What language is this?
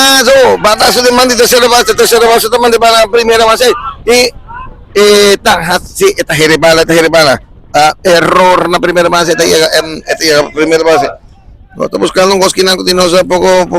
Papiamento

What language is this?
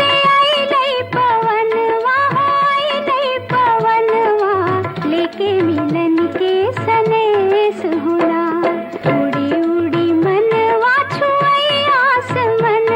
Magahi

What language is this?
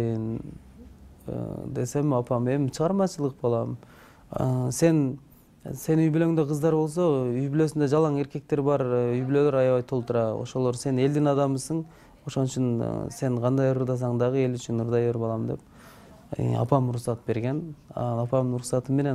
Kyrgyz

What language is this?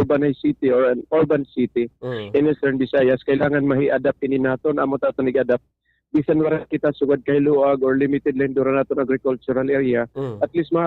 Waray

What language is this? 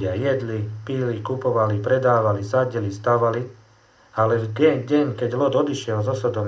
Slovak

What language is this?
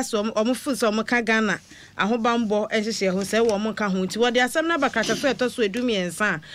Akan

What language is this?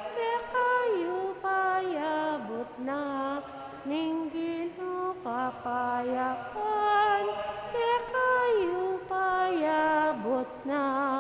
Pampanga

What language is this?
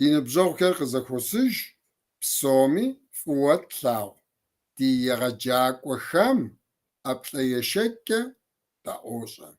Kabardian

